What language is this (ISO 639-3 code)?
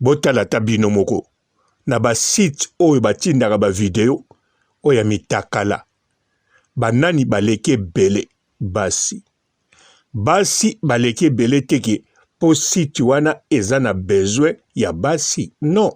lin